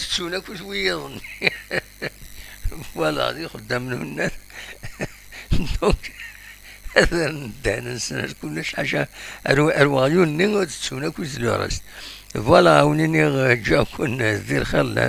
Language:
Kabyle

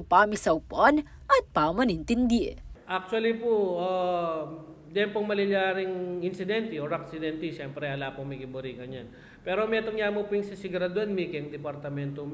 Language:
Pampanga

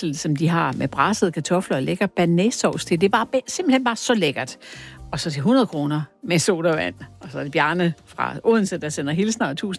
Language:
Danish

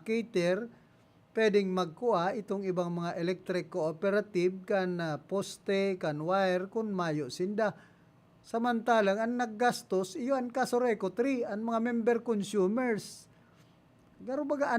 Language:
Bikol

